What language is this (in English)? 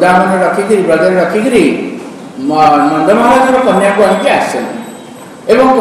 Odia